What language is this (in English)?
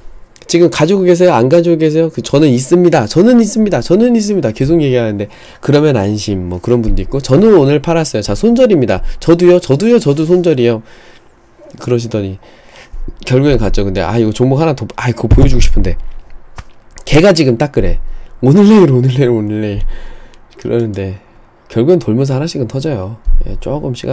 Korean